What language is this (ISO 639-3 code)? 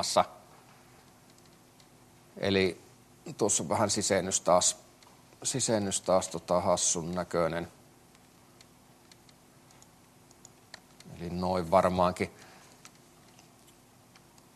fin